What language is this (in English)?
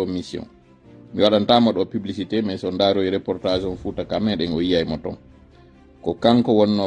Fula